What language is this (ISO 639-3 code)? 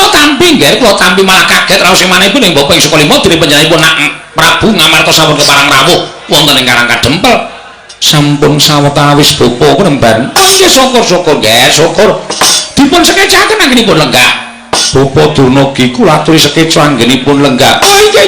jav